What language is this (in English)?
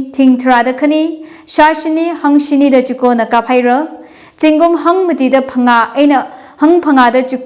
Tangkhul Naga (India)